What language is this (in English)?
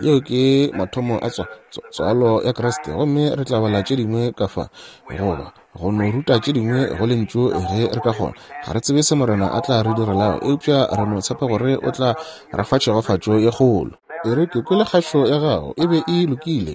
Northern Sotho